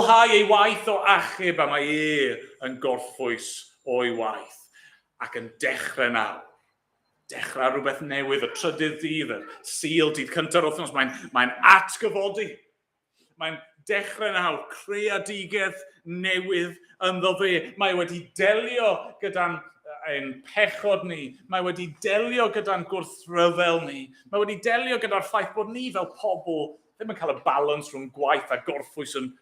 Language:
Welsh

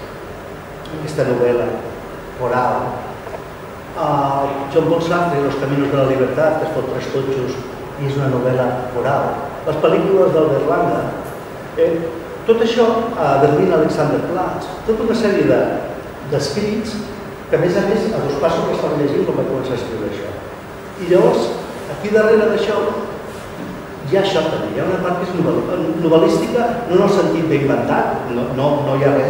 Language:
Catalan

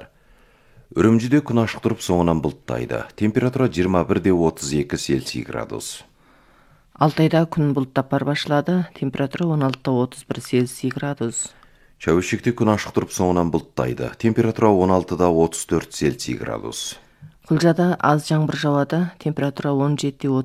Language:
Kazakh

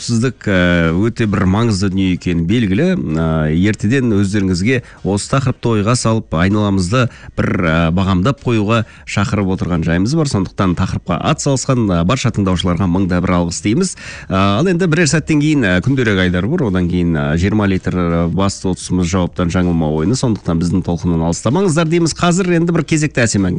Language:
Kazakh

